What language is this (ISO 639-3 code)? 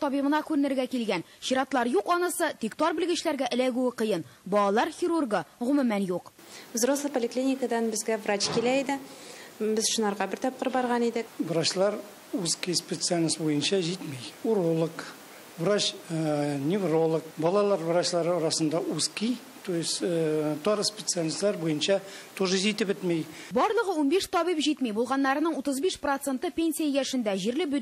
tat